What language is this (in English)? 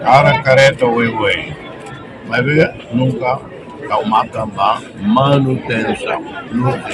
Tetum